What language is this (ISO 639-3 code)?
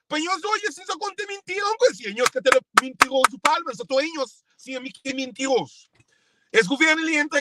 kea